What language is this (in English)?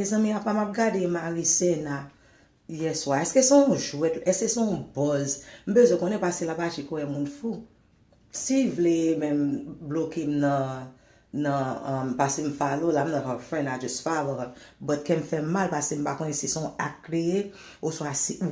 Haitian Creole